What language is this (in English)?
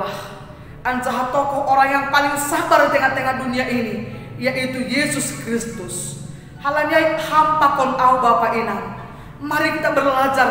Batak Simalungun